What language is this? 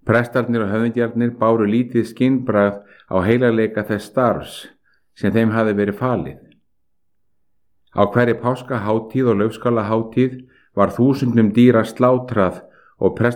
Icelandic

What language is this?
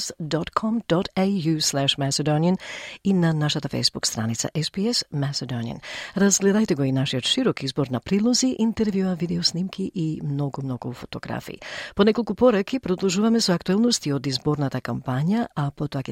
Macedonian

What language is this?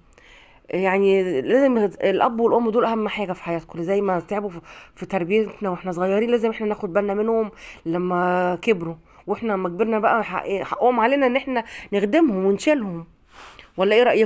Egyptian Arabic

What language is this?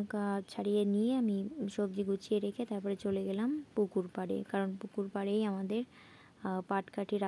Bangla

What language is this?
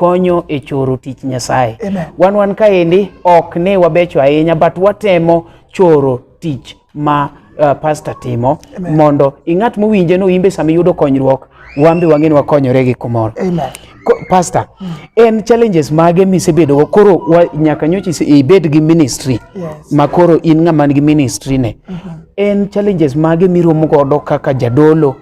Luo (Kenya and Tanzania)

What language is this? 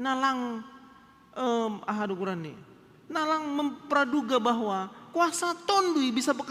Batak Simalungun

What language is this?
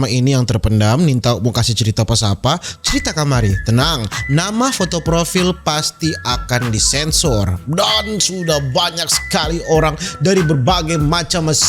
Manado Malay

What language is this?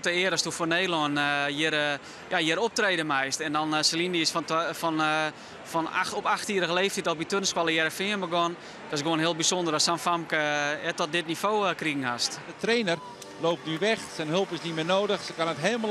Western Frisian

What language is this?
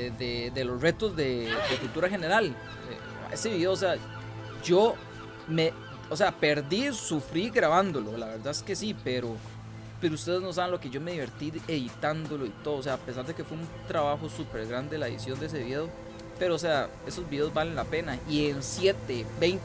Spanish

